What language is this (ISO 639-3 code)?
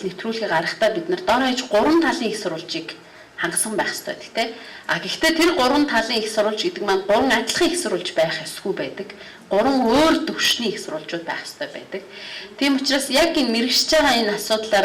mon